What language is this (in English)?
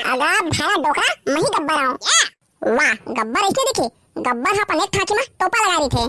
Chhattisgarhi